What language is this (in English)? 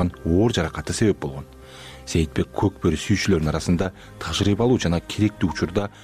Kyrgyz